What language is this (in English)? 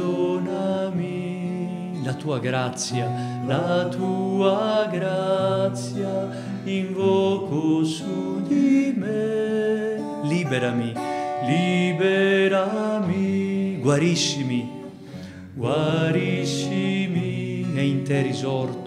Italian